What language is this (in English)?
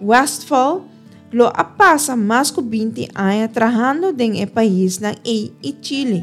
Papiamento